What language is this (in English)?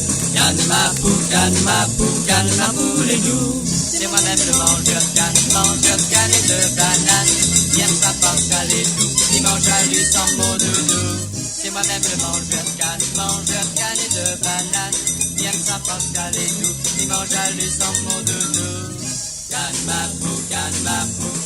Morisyen